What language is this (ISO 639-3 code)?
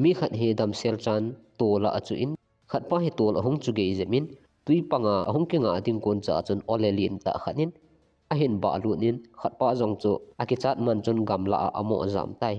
tcz